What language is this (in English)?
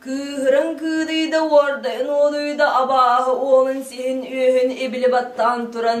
Yakut